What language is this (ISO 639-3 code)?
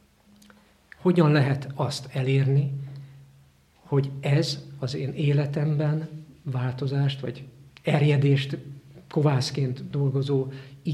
hun